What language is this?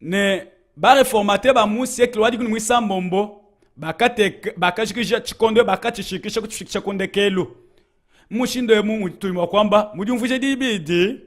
Luba-Lulua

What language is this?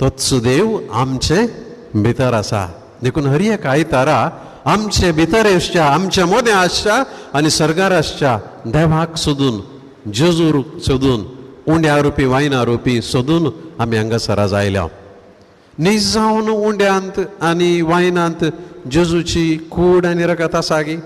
Konkani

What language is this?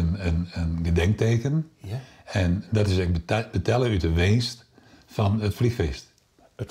Western Frisian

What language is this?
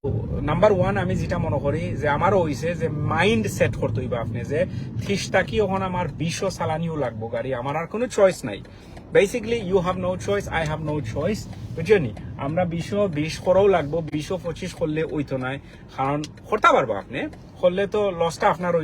Sylheti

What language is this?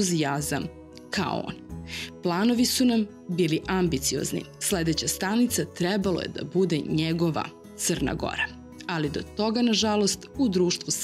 Serbian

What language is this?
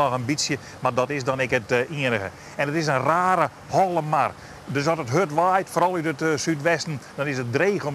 Western Frisian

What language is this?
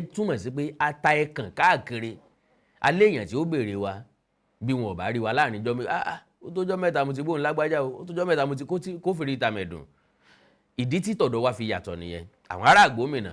Yoruba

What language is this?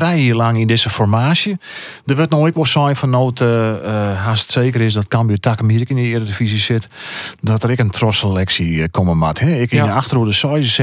Western Frisian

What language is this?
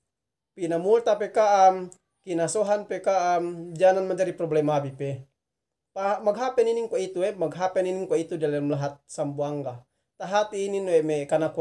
Yakan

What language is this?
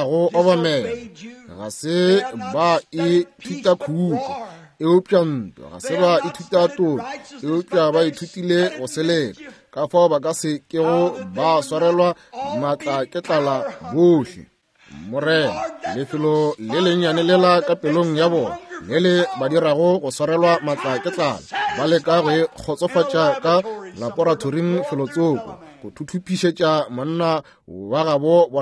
Northern Sotho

